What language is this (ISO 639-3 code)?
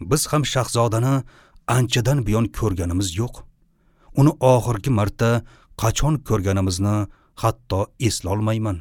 uzb